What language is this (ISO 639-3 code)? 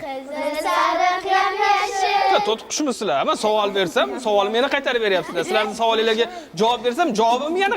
uzb